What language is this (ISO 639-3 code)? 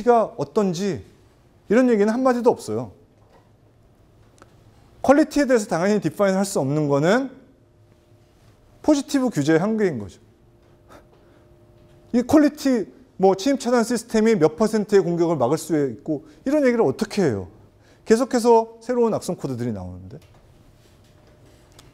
kor